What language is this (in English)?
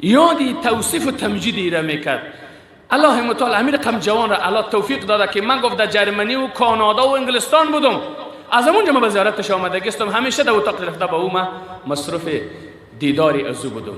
Persian